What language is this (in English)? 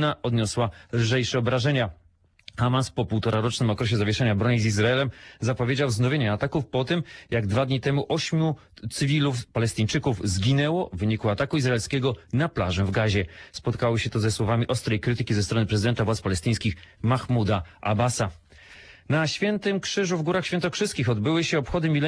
Polish